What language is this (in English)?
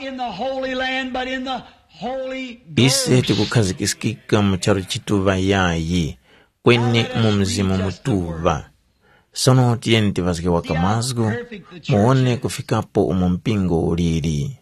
Tumbuka